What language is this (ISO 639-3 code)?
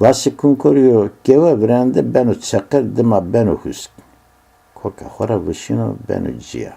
zza